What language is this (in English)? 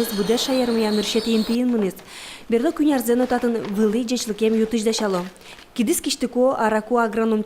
Udmurt